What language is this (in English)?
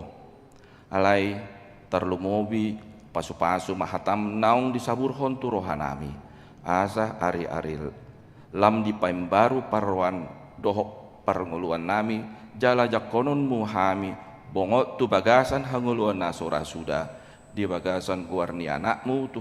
Batak Toba